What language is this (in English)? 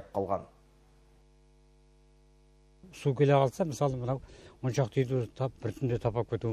Kazakh